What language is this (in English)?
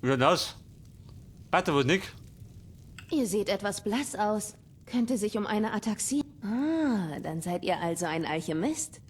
Bavarian